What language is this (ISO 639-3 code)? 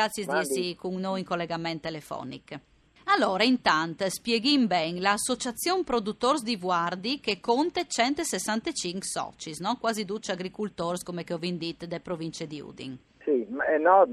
fur